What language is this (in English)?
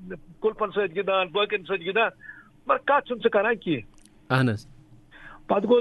Kashmiri